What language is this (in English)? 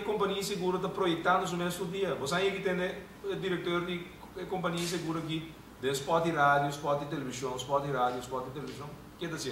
Papiamento